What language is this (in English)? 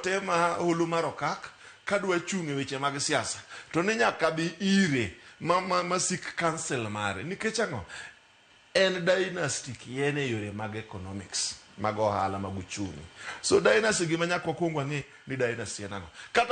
Luo (Kenya and Tanzania)